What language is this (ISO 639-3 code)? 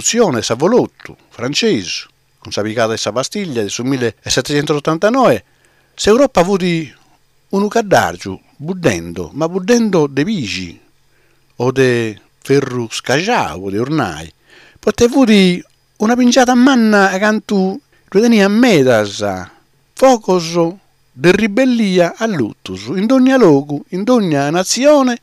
srd